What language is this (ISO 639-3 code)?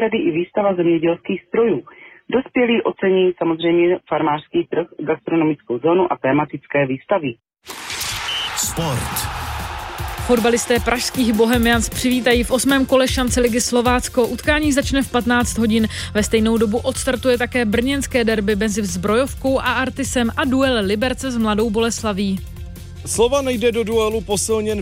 ces